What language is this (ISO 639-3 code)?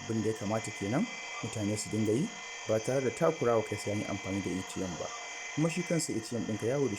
hau